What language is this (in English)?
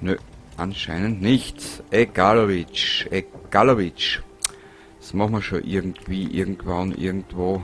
Bavarian